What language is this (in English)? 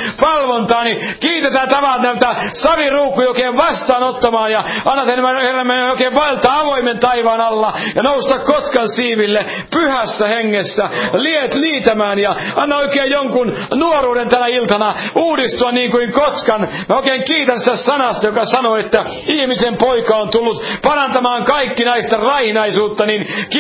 Finnish